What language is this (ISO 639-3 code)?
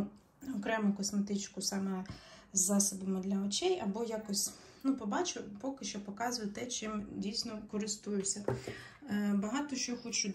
ukr